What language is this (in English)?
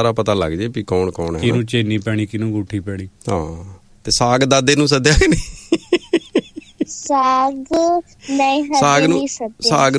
Punjabi